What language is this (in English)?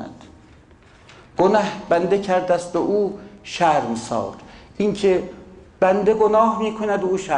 Persian